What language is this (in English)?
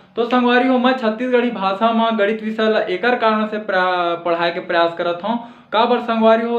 Chhattisgarhi